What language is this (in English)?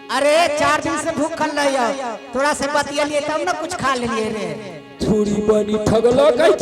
Maithili